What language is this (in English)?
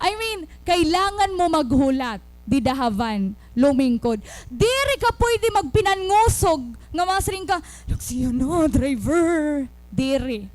Waray